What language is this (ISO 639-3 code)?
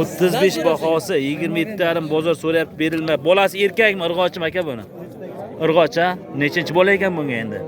uzb